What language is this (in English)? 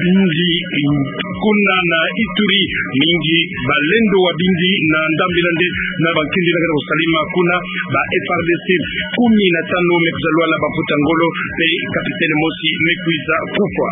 Kituba (Democratic Republic of Congo)